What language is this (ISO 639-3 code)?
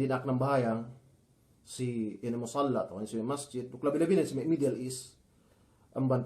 yka